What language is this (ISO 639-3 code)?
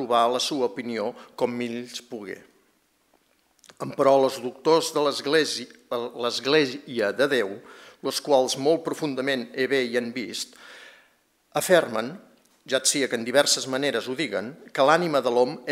cat